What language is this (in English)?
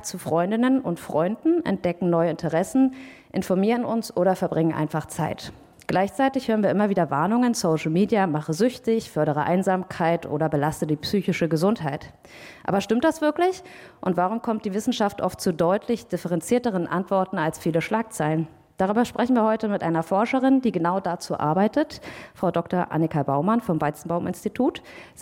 German